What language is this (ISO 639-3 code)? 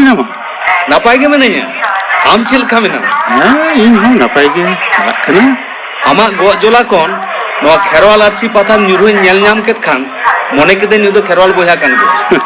sat